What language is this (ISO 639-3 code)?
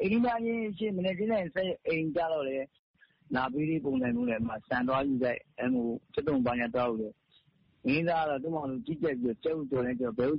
mya